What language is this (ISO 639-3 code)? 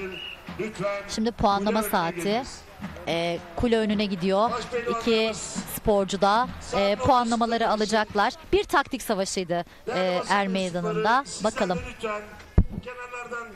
tur